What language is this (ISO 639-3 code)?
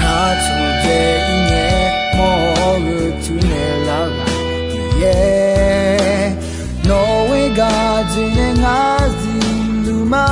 ahk